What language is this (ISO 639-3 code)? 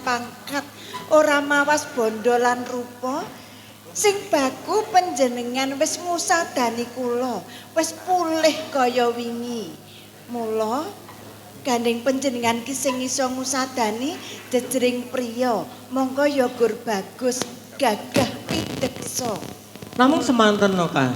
jav